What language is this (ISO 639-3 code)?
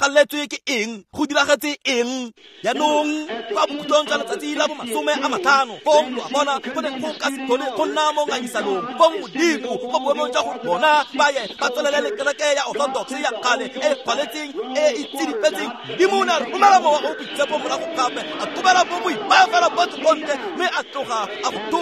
tsn